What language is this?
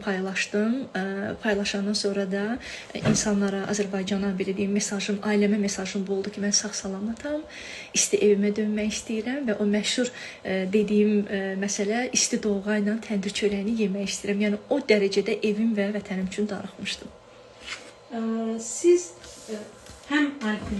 Azerbaijani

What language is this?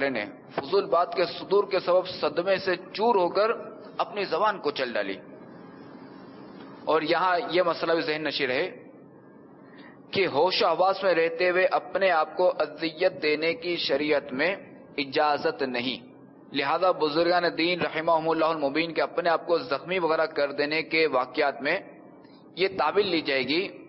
Urdu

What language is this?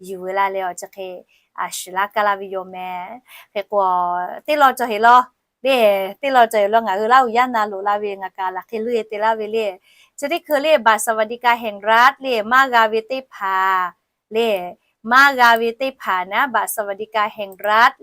Lahu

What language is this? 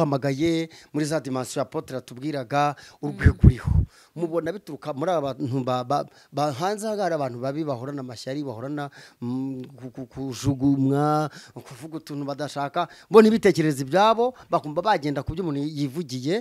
Kinyarwanda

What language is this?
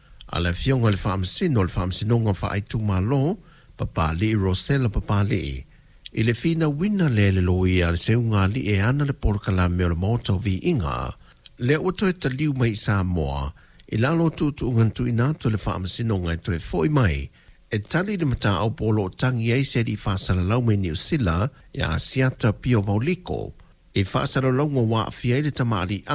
Samoan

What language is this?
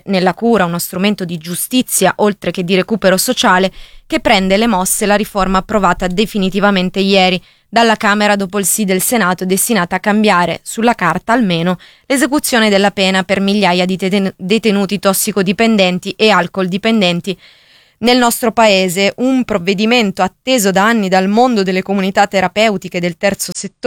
Italian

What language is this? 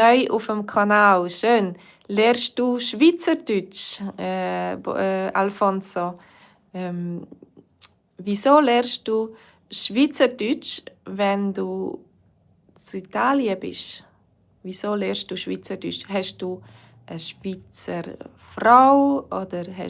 Swiss German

